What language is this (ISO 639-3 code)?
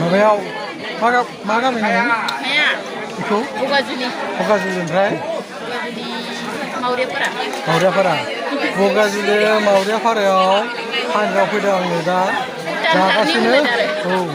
brx